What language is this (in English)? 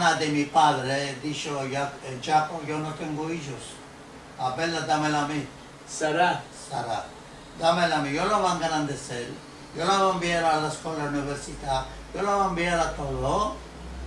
Ladino